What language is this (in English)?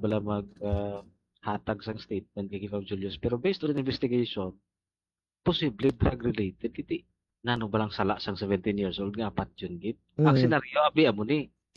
Hiligaynon